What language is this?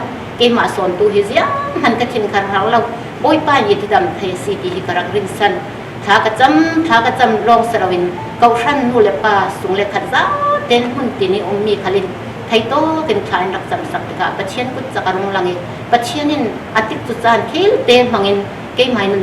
Falam Chin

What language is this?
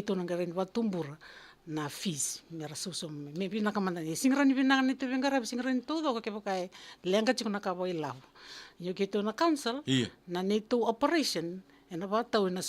Fijian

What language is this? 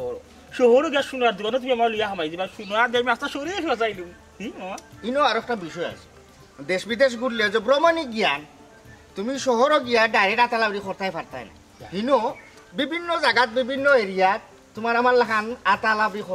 Sylheti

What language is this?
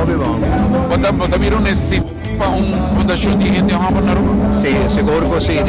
Papiamento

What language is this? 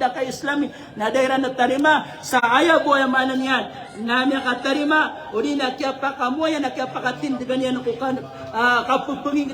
Maranao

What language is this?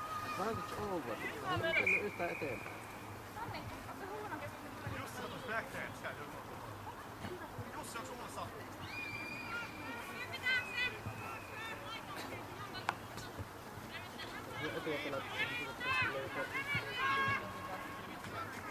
Finnish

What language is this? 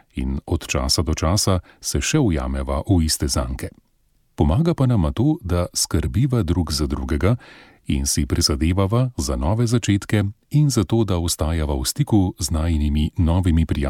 Slovenian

